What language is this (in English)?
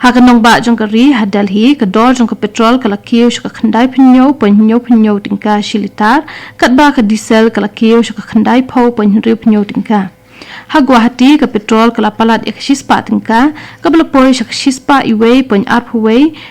Khasi